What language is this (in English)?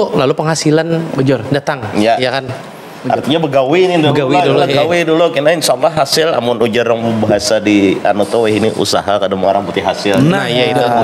Banjar